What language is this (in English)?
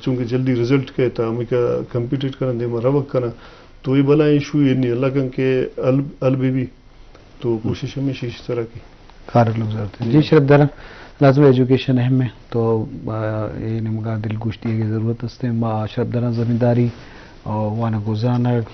Eastern Balochi